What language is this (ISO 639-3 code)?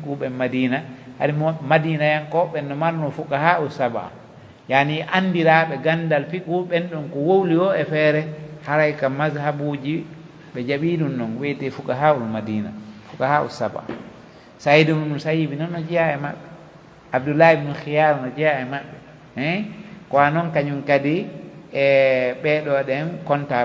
fuf